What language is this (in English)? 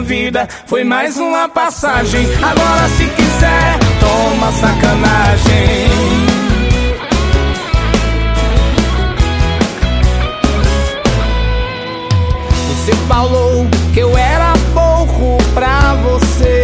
Portuguese